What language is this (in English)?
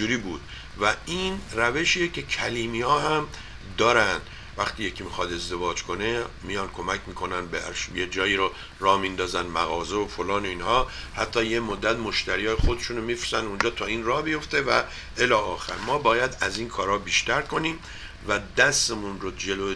Persian